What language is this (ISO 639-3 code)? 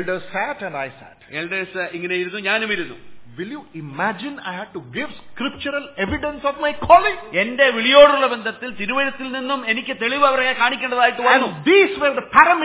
mal